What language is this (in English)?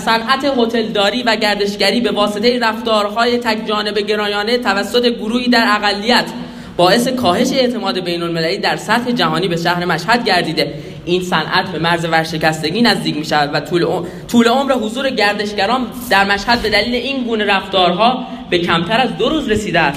Persian